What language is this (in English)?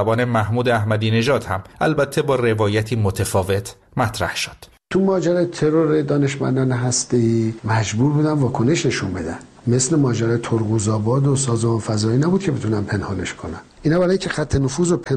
Persian